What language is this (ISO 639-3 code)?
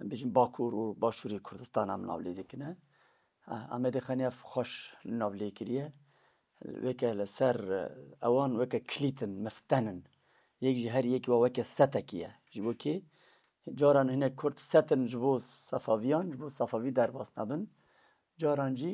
kur